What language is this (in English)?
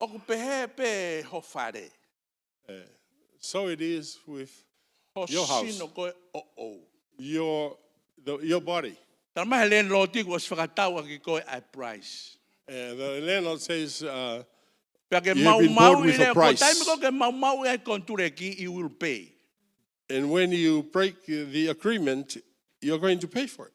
Tongan